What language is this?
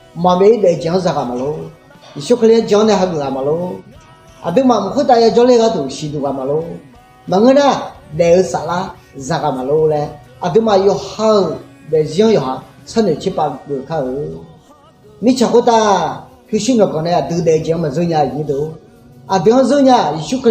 Akha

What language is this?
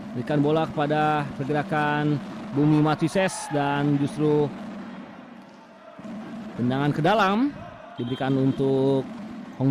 Indonesian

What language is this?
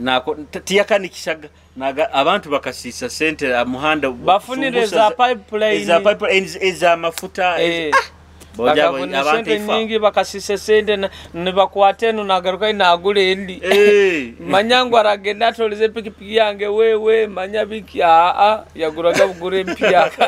Nyoro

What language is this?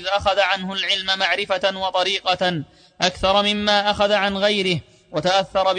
Arabic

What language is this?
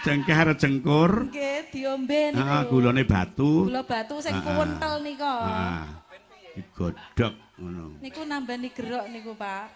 Javanese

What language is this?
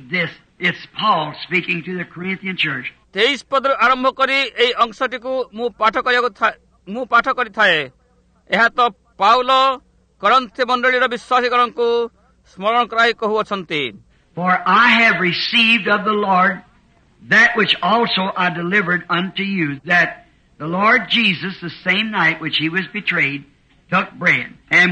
Odia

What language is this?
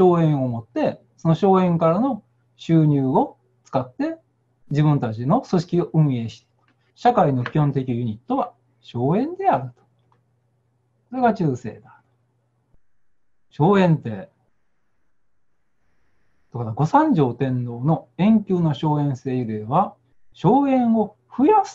Japanese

